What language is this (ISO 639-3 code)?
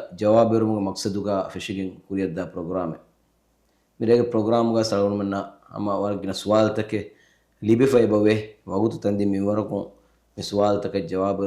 div